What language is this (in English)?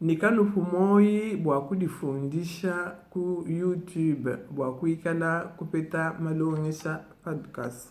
Luba-Lulua